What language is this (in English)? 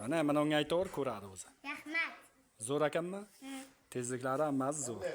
Uzbek